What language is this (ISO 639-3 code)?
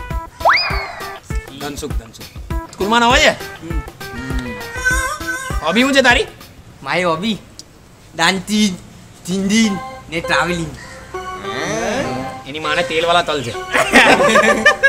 guj